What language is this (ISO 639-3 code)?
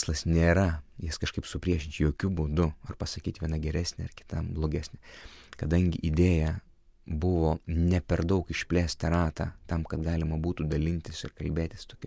lit